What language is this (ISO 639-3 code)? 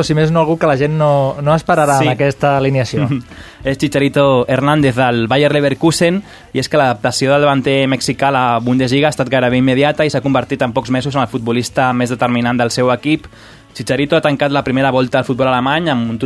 cat